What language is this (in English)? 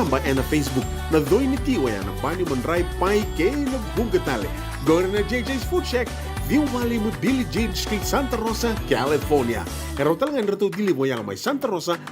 Fijian